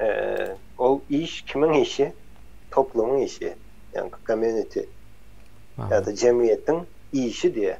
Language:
Turkmen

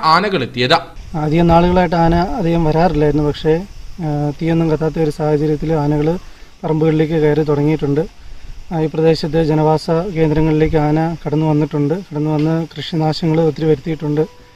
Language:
Malayalam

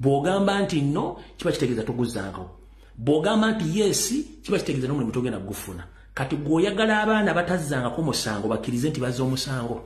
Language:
Ganda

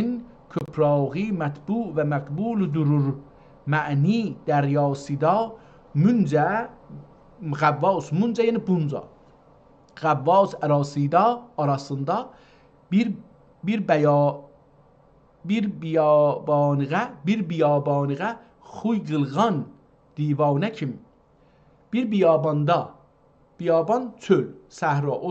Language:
South Azerbaijani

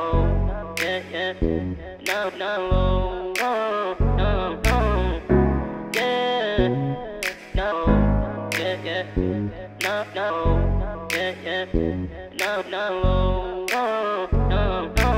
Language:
English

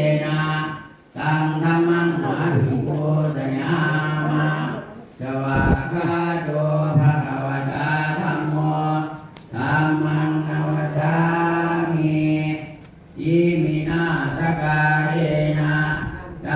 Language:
Pali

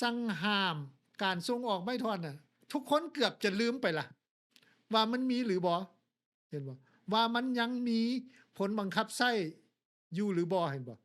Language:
Lao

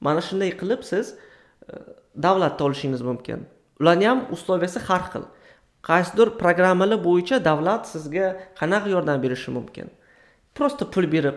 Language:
Uzbek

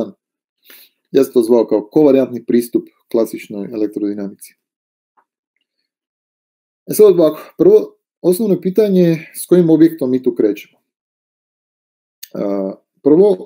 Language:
Croatian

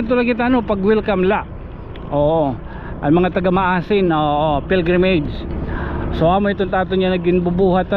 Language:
Waray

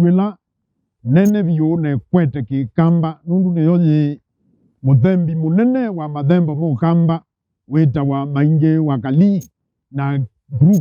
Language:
Kamba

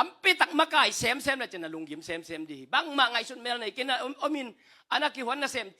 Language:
Tedim Chin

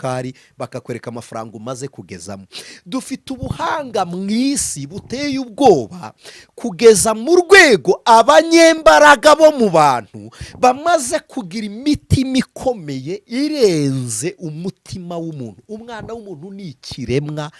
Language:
Kinyarwanda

